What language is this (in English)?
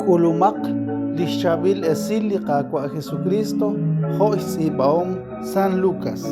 Kekchí